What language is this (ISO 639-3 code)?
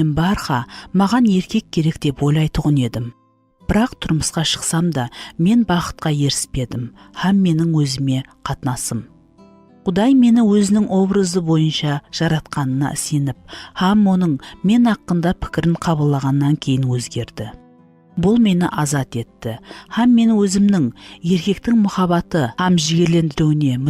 kaa